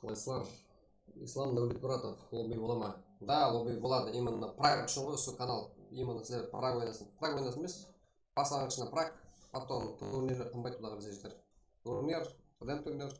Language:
Kara-Kalpak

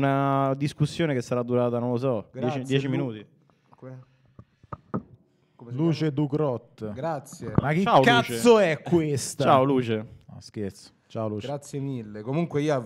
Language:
Italian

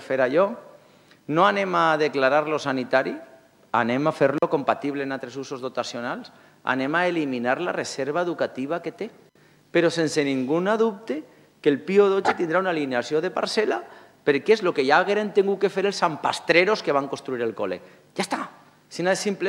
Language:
Catalan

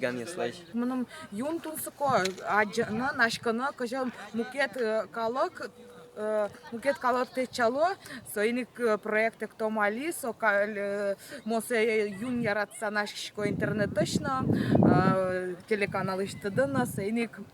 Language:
Udmurt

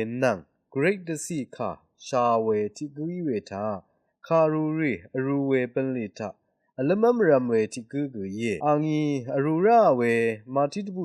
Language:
Rawang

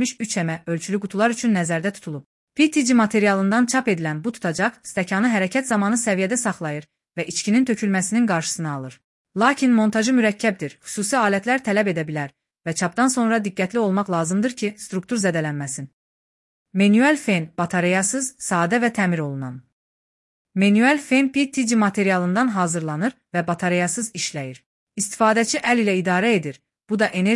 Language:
Azerbaijani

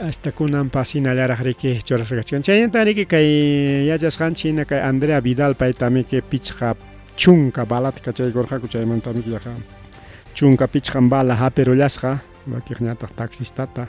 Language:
Ayacucho Quechua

